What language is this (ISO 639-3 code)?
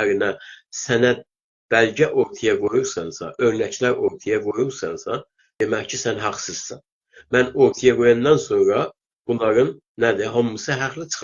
azb